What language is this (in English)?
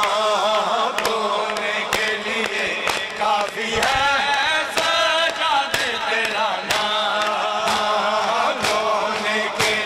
Urdu